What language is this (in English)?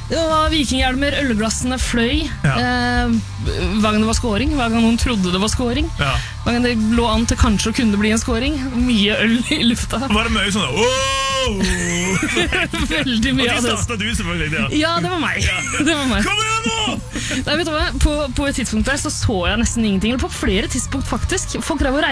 Norwegian